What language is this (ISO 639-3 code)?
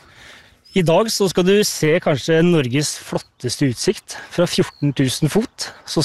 nor